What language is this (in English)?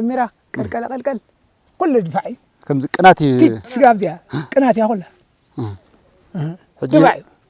Tigrinya